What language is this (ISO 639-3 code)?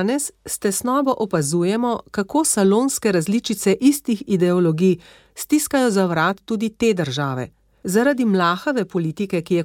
slv